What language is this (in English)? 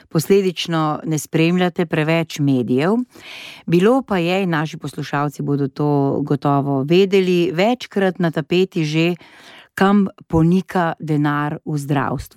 Slovenian